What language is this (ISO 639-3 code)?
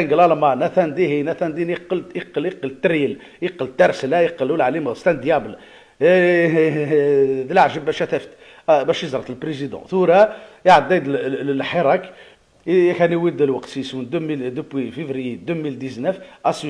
kab